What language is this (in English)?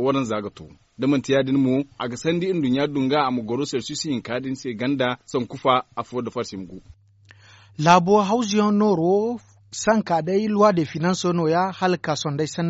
Zarma